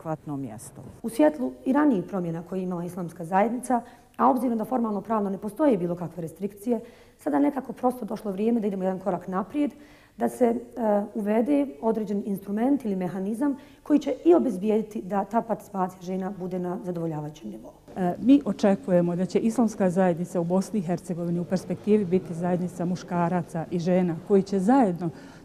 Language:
Bosnian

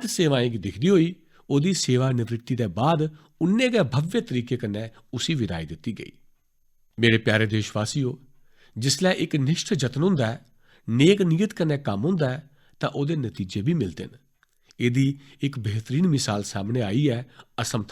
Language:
Dogri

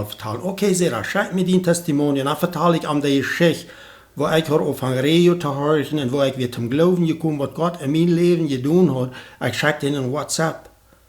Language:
Plautdietsch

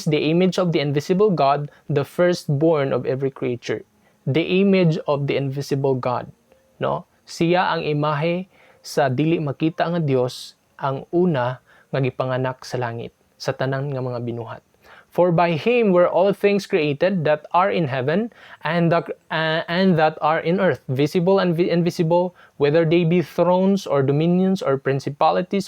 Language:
Cebuano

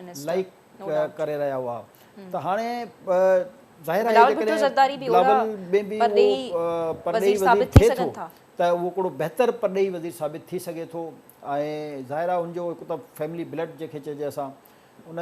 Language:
Sindhi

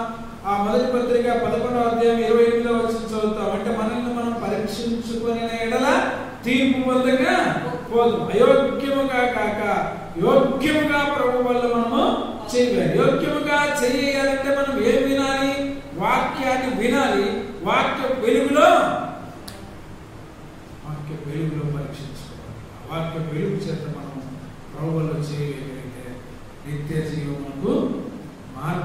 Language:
Telugu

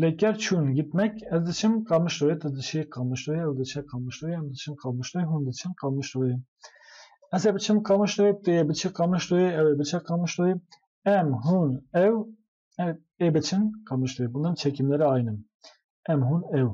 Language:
Kurdish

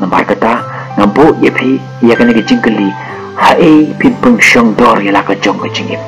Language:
Khasi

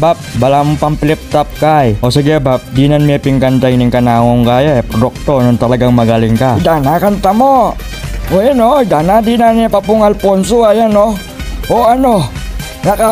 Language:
Pampanga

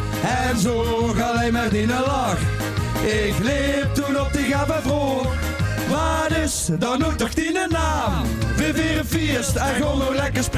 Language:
Limburgish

